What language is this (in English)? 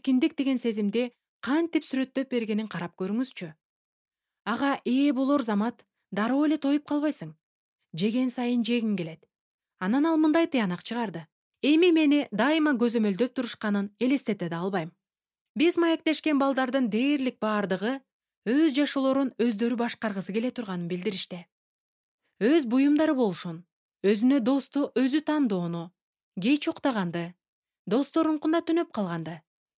Kyrgyz